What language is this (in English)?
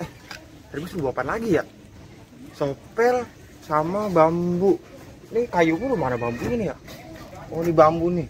Betawi